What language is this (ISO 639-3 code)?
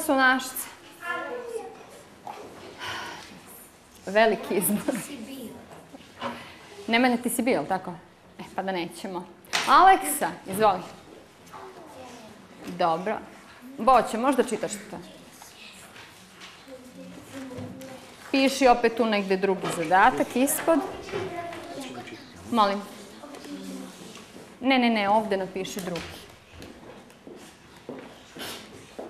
srp